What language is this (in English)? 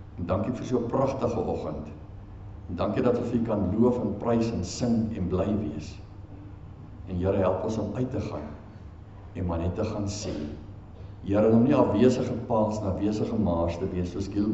Afrikaans